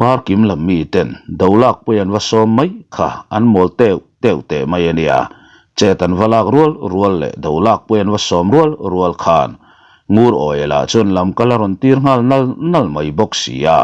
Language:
Mizo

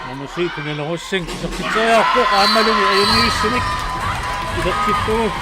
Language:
Kalaallisut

